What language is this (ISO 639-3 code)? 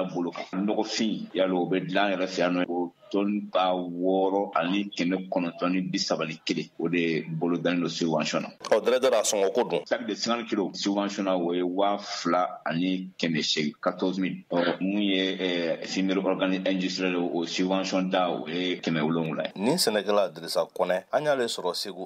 bam